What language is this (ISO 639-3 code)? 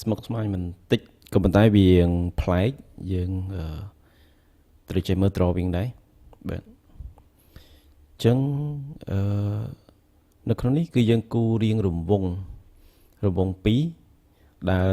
khm